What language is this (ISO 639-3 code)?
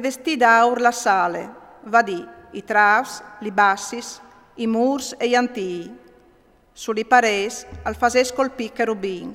fur